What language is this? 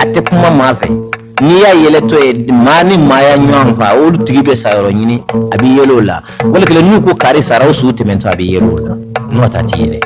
Bambara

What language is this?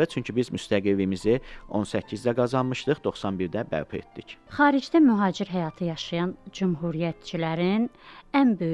Azerbaijani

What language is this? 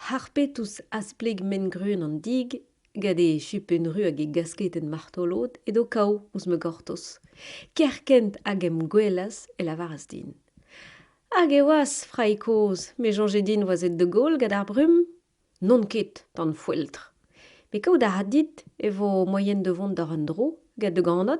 Breton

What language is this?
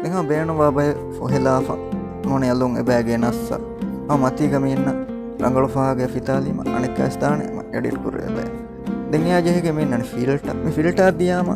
Divehi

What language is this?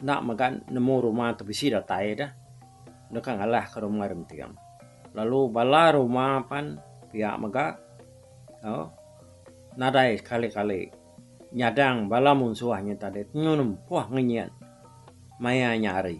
Iban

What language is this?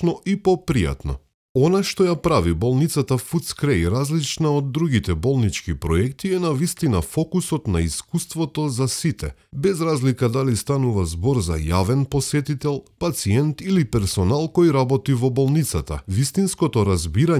Macedonian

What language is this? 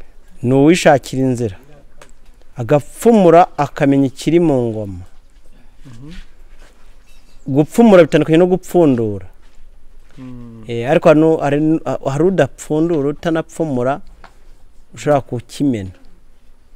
Kinyarwanda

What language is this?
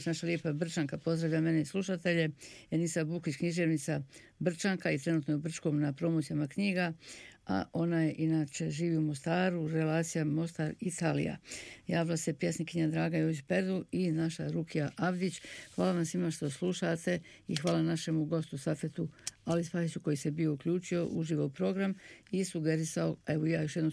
Bosnian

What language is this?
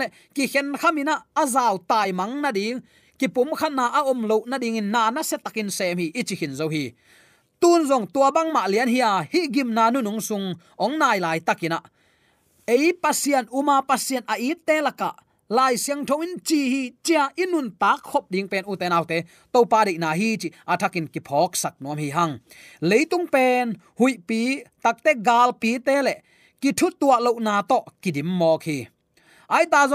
Tedim Chin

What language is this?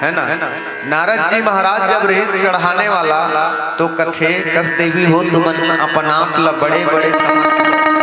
Chhattisgarhi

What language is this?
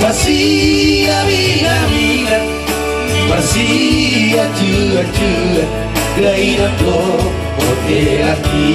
Batak Toba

